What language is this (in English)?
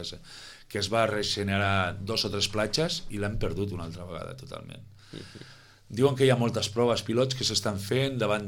Catalan